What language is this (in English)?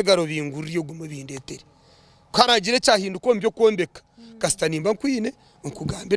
Nyankole